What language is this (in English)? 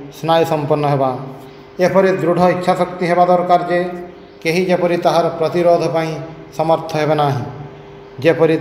Odia